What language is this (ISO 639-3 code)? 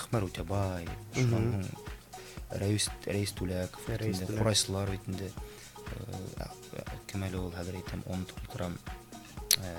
bak